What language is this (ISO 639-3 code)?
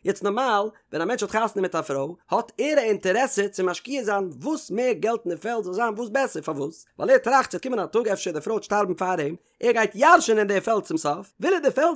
yid